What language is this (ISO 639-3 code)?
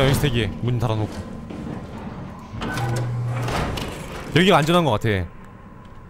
kor